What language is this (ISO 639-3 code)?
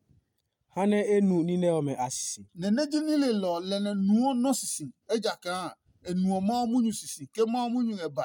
ada